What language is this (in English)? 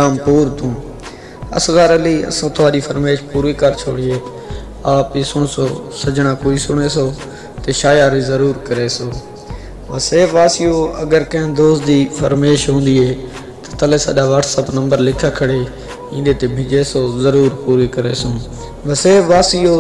Saraiki